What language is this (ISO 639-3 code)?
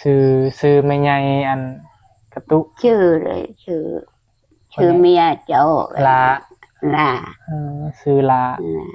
tts